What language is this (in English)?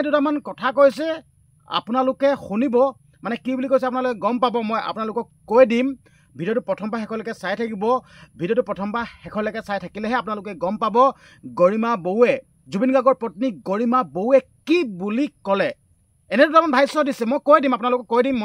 Assamese